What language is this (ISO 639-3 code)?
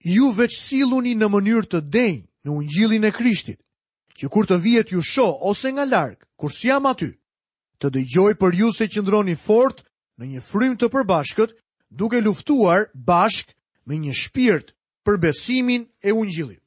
sqi